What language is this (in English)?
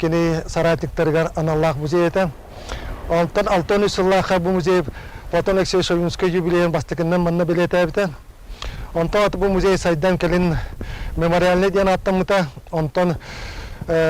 Yakut